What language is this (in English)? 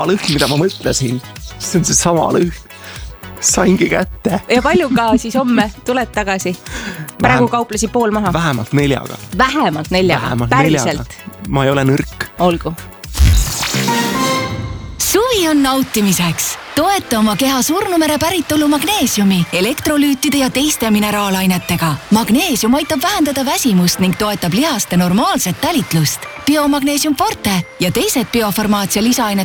Estonian